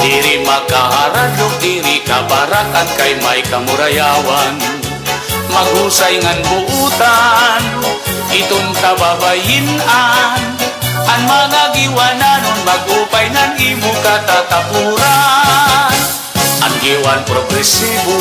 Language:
Waray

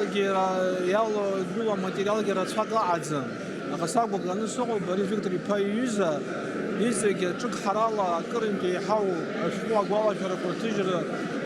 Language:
Abkhazian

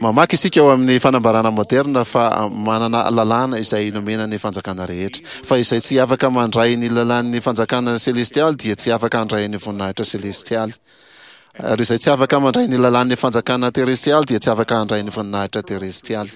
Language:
Malagasy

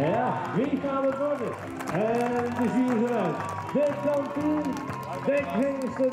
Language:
Western Frisian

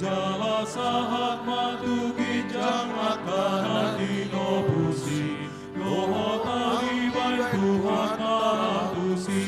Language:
Batak Toba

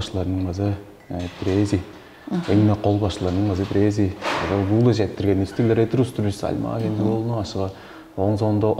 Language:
Tuvinian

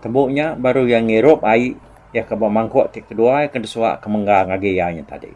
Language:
Iban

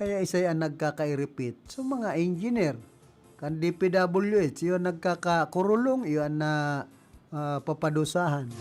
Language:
Bikol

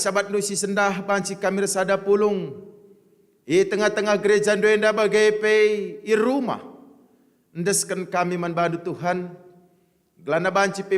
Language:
Batak Karo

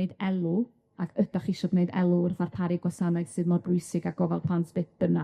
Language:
Welsh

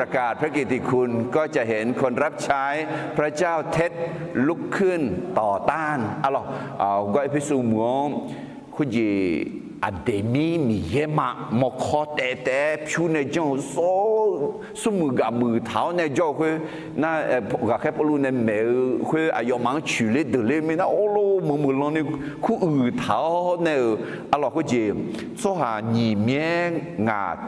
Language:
Akha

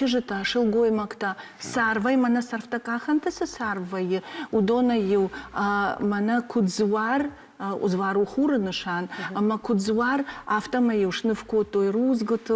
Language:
Ossetic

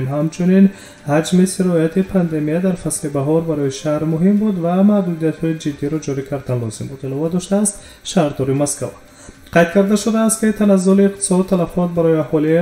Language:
Tajik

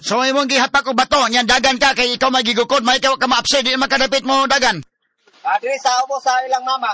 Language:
Cebuano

